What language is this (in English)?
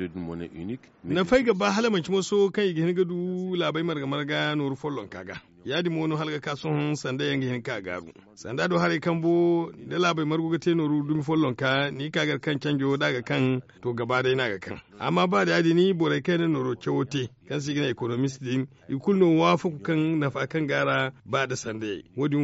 Zarma